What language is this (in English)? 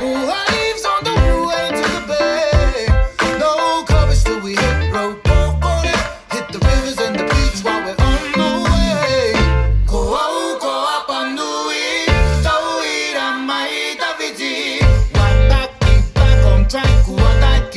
Māori